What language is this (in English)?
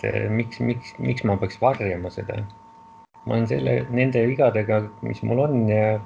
Estonian